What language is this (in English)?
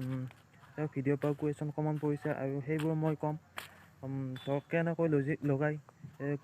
Assamese